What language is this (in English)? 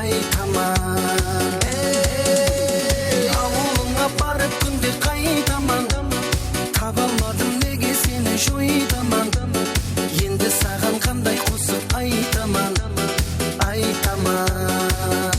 Kara-Kalpak